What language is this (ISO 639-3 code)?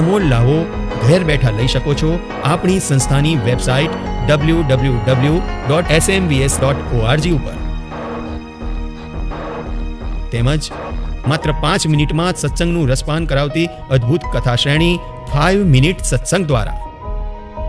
guj